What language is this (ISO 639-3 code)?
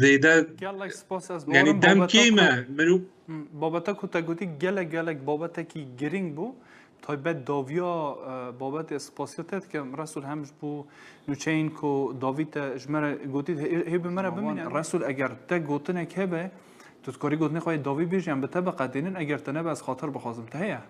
kur